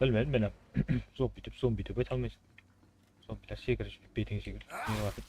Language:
Kara-Kalpak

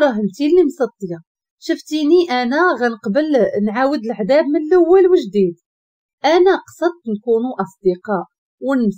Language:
Moroccan Arabic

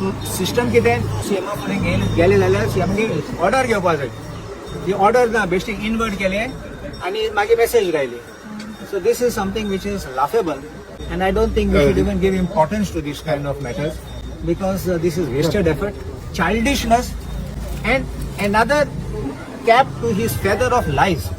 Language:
Konkani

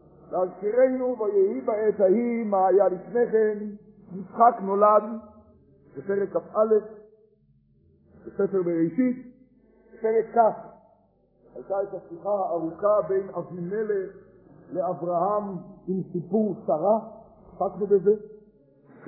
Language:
Hebrew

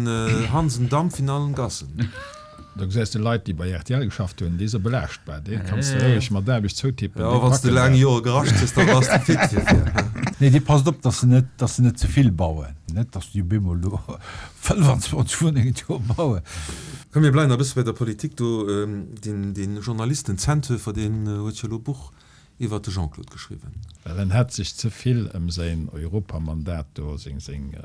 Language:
Luxembourgish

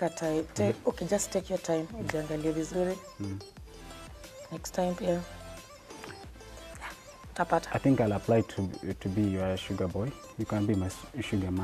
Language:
Swahili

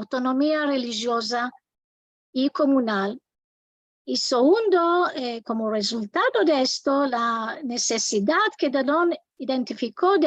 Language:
Ladino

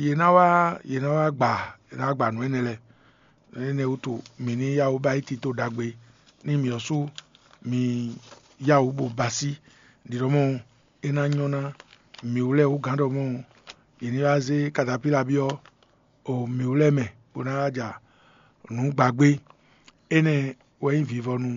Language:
Fon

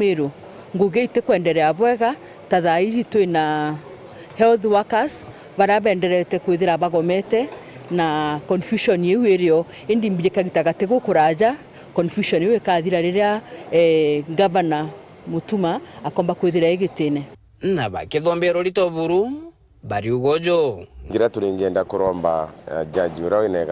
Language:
Meru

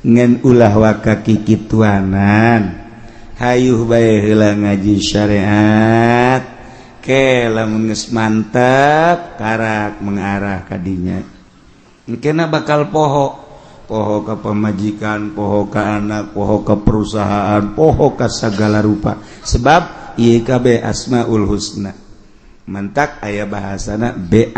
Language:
Sundanese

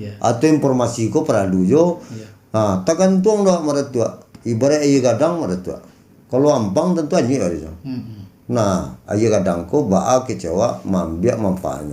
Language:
Minangkabau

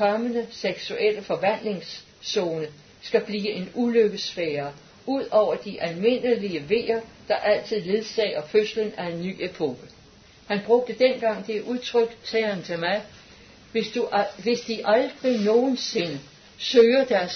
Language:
Danish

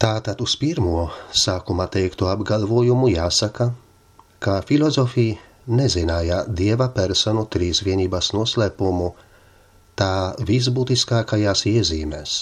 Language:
Latvian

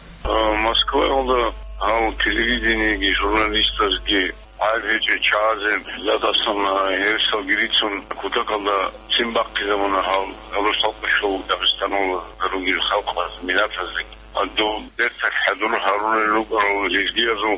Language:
Avaric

